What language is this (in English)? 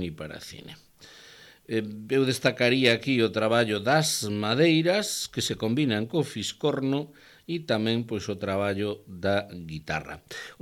Galician